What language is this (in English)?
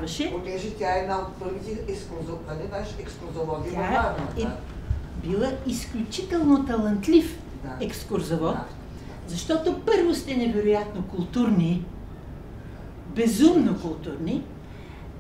Bulgarian